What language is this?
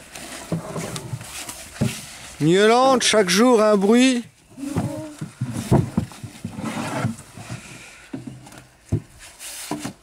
French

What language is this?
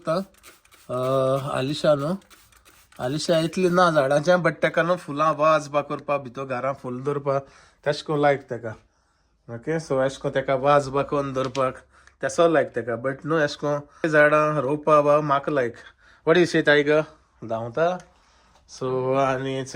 Konkani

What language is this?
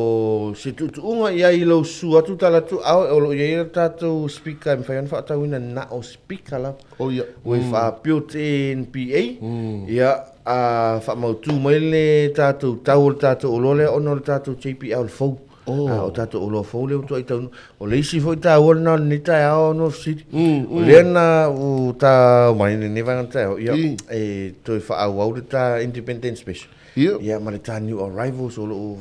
Samoan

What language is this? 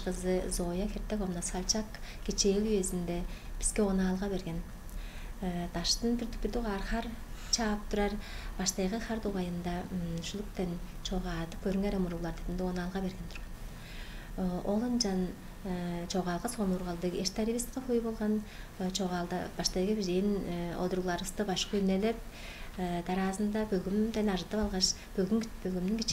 Tuvinian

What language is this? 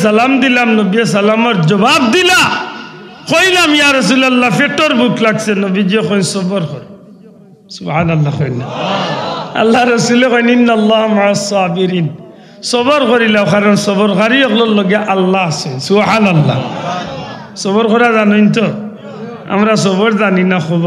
Sylheti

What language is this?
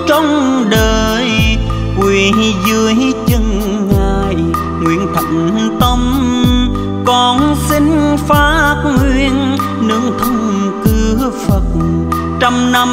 Vietnamese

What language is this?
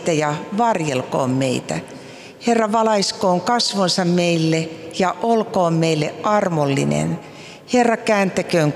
Finnish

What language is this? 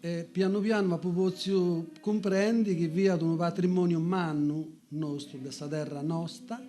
Sardinian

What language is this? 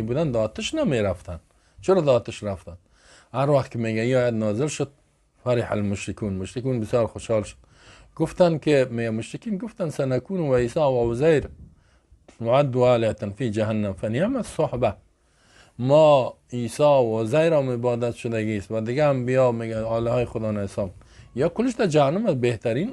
Persian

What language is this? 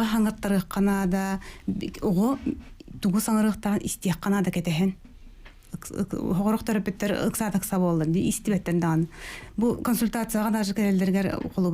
Yakut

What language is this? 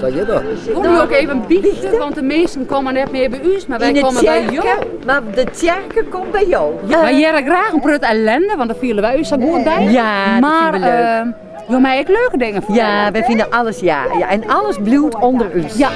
Western Frisian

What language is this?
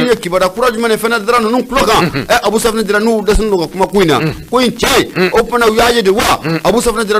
Bambara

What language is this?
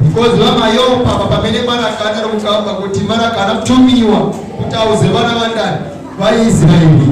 Nyanja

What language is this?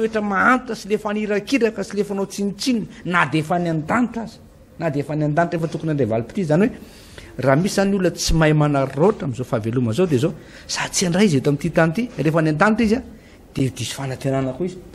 Malagasy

